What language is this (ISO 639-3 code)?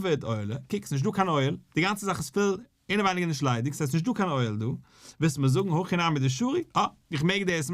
yid